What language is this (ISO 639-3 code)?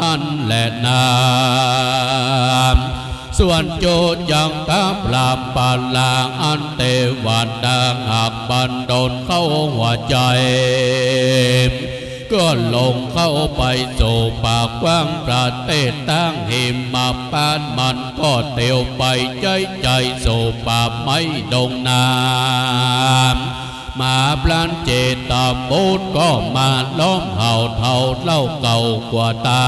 tha